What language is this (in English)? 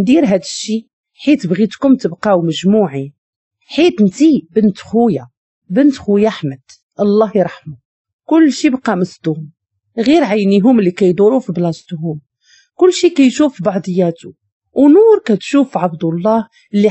Moroccan Arabic